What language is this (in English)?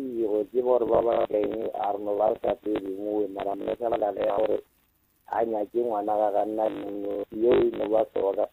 Northern Sotho